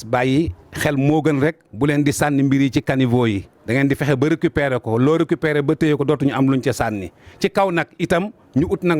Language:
Wolof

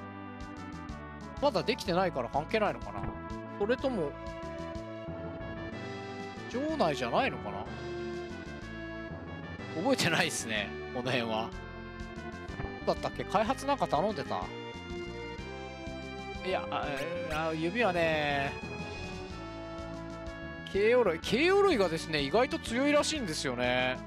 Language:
Japanese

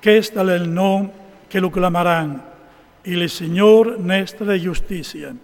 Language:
Friulian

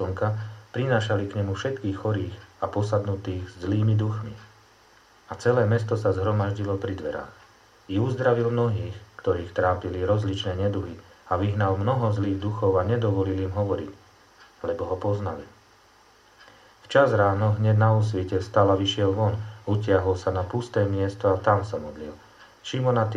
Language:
Slovak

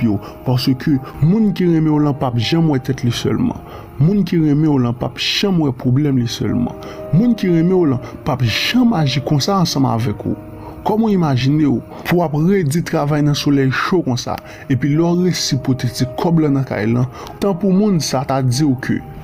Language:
Haitian Creole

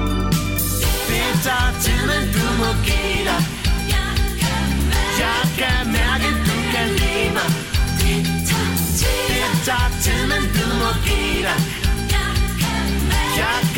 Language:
Danish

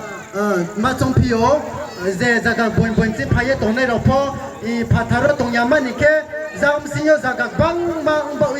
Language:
Riang (India)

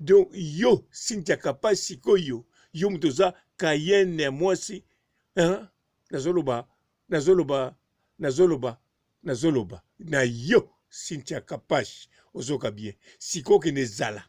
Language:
Lingala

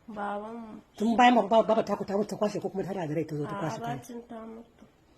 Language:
Hausa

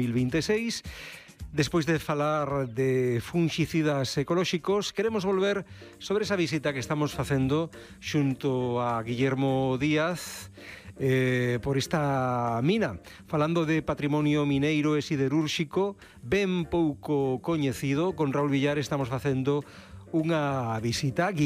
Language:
Galician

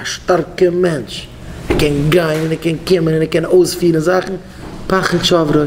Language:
Yiddish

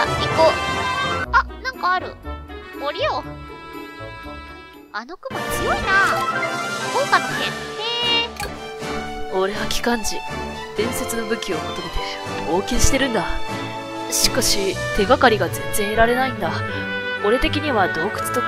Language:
Japanese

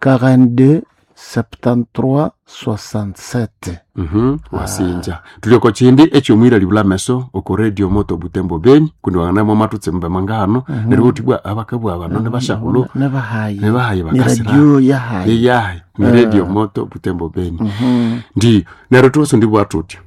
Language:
Nande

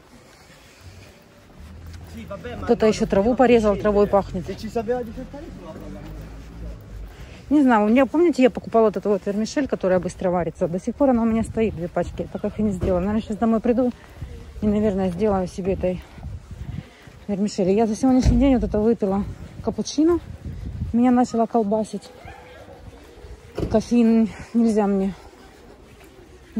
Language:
Russian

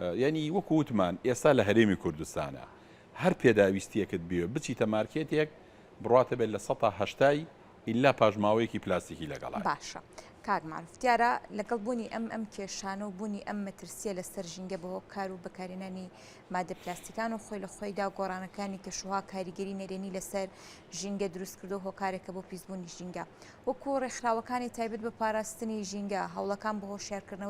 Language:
Central Kurdish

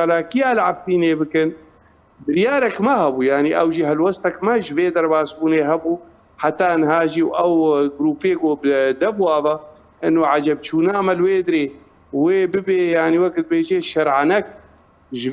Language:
Kurdish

